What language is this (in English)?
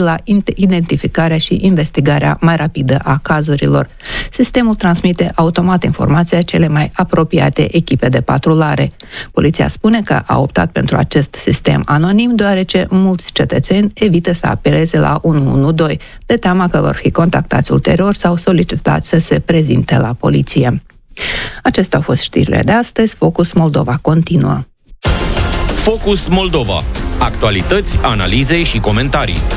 Romanian